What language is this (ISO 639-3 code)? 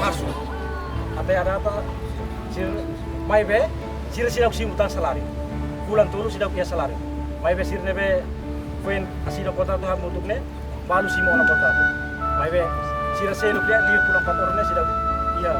tet